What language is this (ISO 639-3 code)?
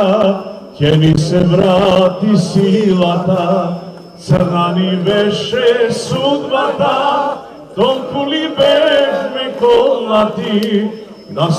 mkd